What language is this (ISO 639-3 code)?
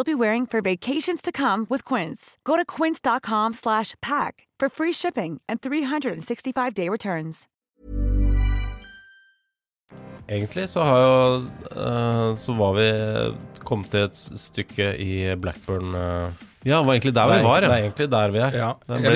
nor